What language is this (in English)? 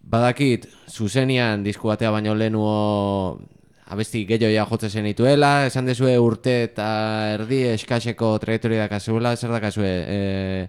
Basque